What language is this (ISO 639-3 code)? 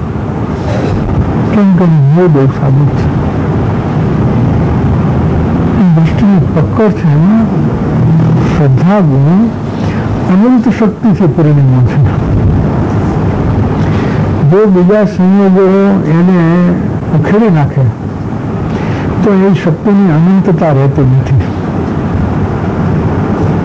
guj